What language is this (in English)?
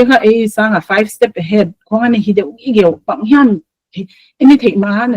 Paite Chin